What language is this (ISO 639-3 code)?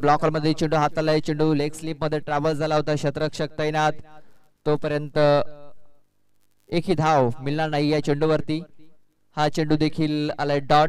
mar